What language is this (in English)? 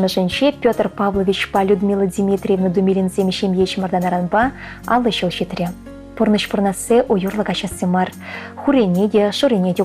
Chuvash